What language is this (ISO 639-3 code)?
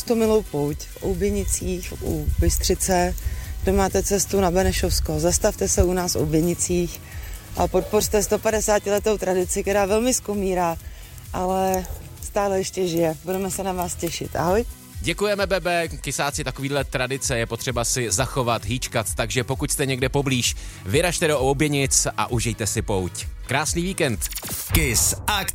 ces